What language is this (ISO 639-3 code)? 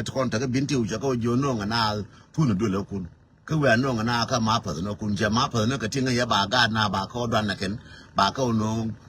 nus